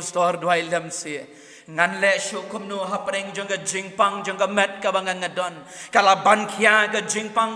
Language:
Khasi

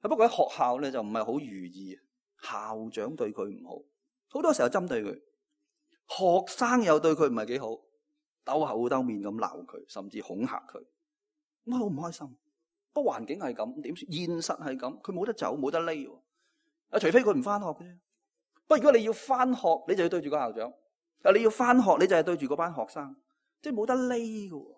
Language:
Cantonese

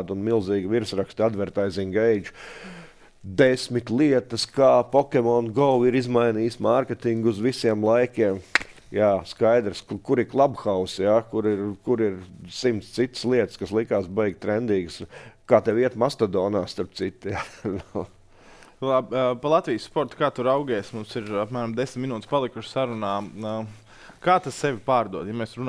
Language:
Latvian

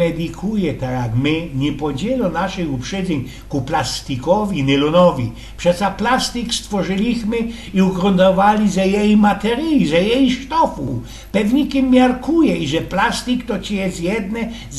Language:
Silesian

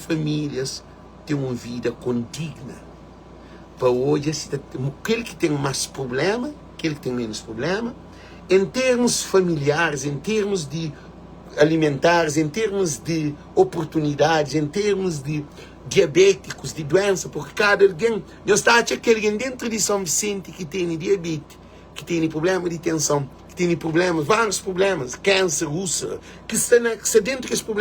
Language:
Kabuverdianu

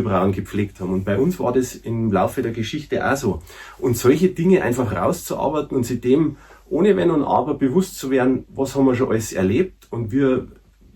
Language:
Bavarian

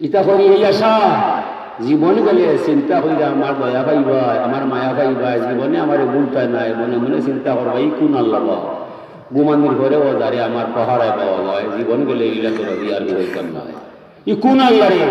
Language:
Sylheti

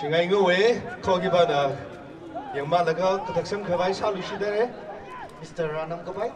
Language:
Tangkhul Naga (India)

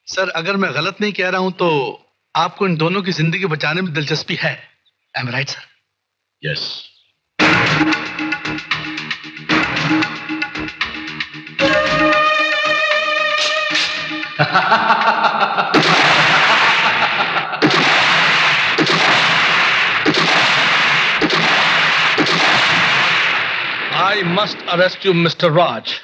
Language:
Hindi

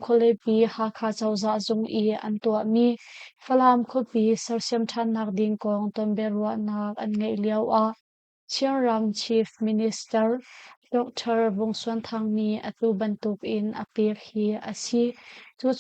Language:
Hakha Chin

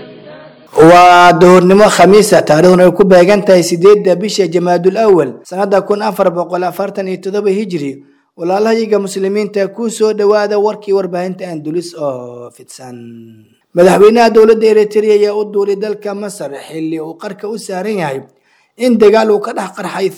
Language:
Somali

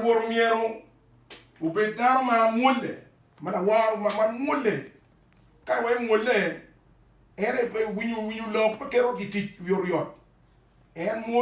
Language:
Acoli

